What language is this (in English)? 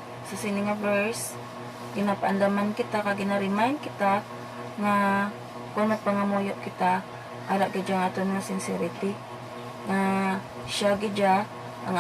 Hiligaynon